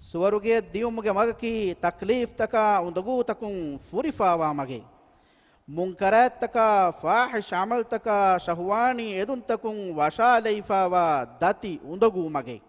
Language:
Divehi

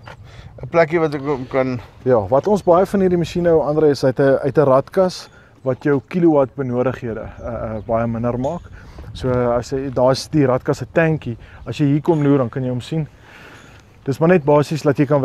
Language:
Afrikaans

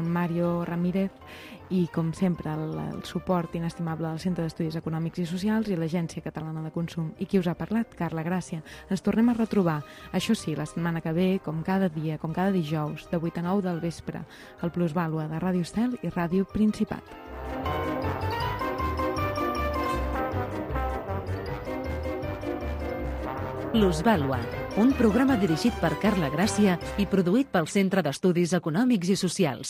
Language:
Catalan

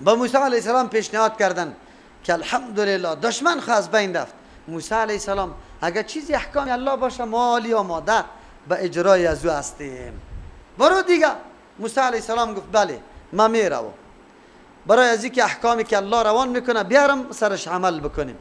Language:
Persian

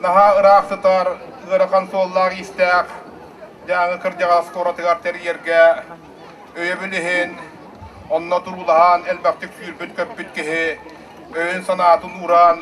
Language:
Yakut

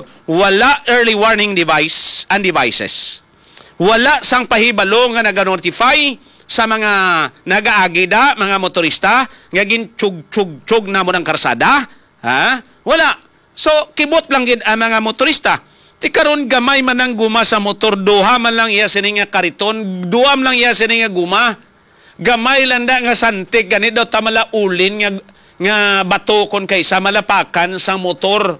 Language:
Hiligaynon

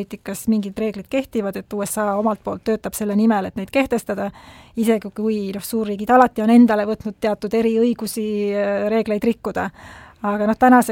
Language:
Estonian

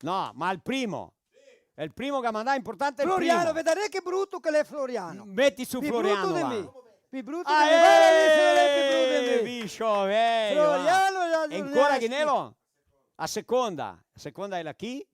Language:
Venetian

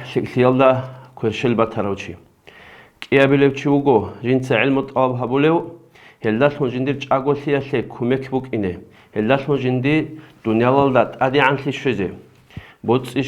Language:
Avaric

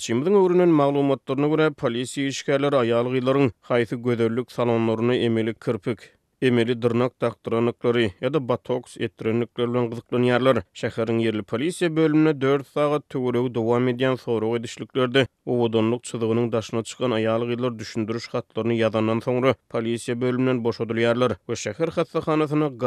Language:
Turkmen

